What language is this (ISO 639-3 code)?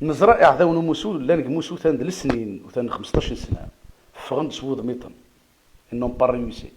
kab